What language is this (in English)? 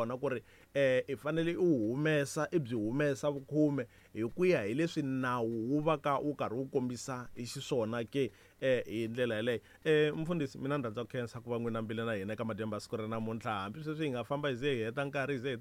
Tsonga